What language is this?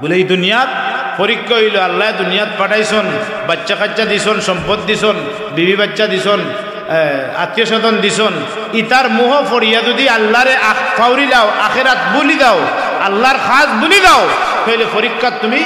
Sylheti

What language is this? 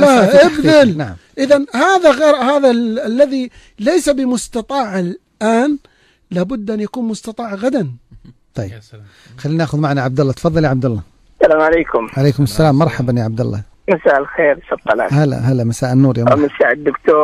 Najdi Arabic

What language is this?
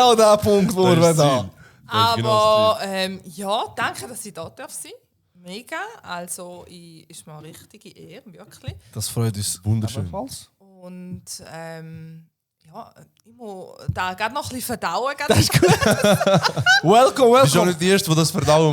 Swiss German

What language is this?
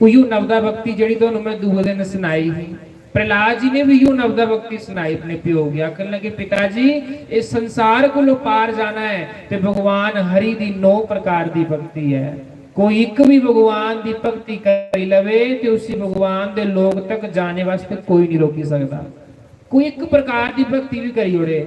Dogri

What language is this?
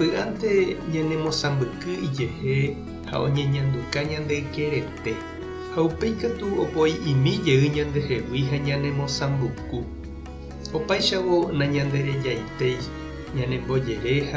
Guarani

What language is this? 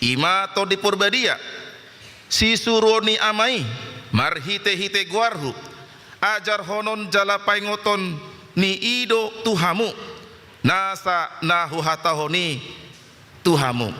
Batak Toba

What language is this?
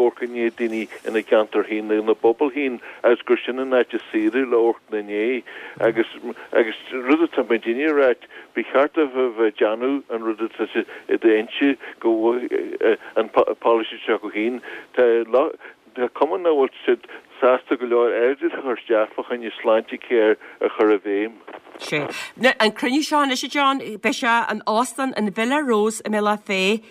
Irish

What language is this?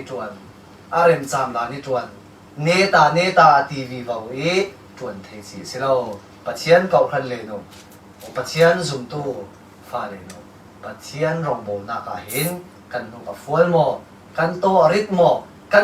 Falam Chin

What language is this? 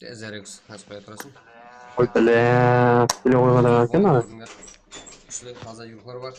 Kara-Kalpak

